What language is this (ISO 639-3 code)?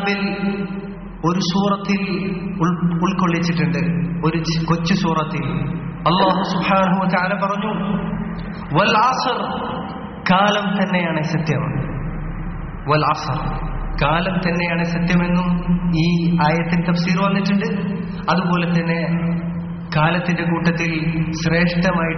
mal